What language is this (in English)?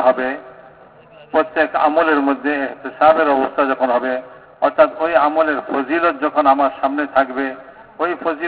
Bangla